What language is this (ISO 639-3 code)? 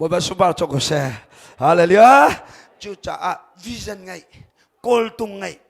cnh